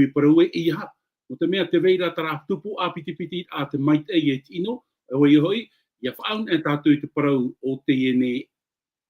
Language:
Tahitian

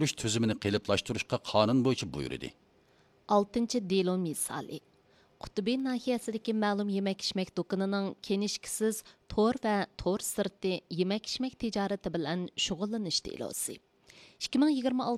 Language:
Uyghur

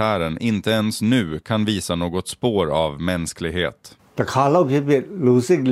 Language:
Swedish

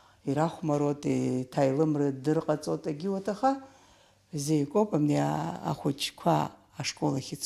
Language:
Abkhazian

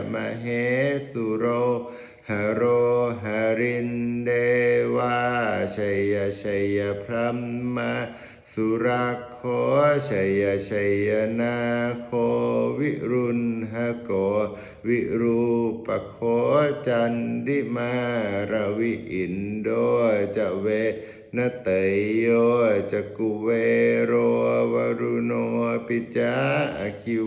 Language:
Pali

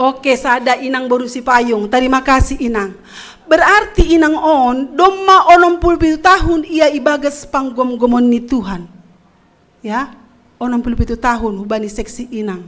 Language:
Batak Simalungun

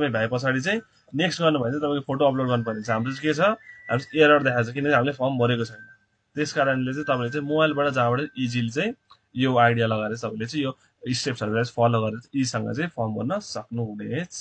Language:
Nepali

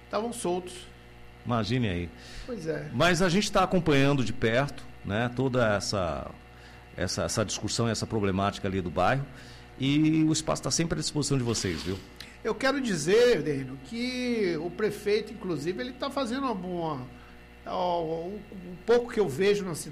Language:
Portuguese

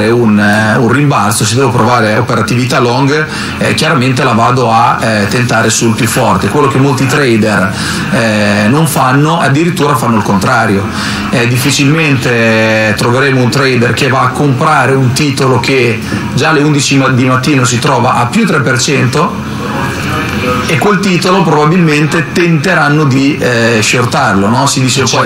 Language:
Italian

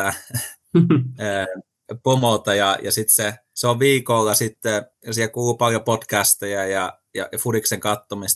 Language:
Finnish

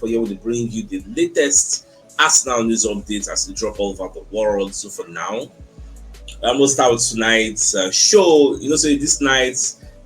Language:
Nigerian Pidgin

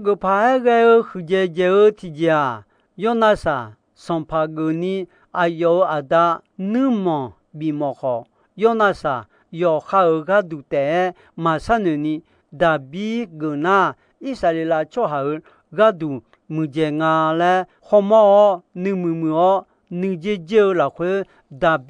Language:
Akha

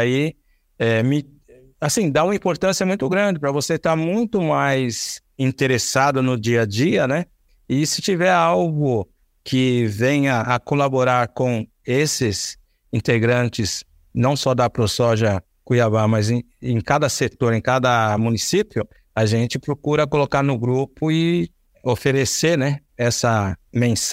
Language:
Portuguese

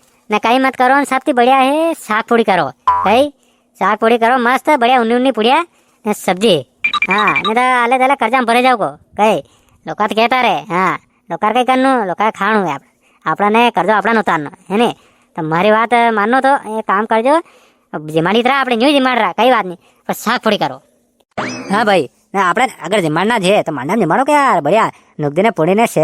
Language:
Rajasthani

